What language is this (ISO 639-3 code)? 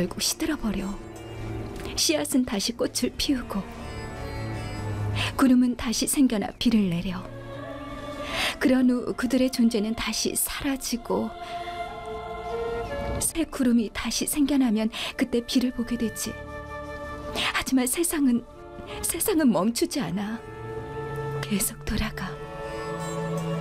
kor